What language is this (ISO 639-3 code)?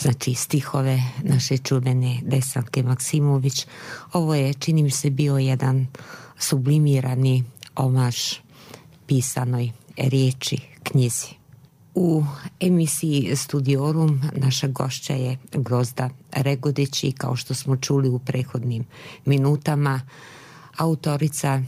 srp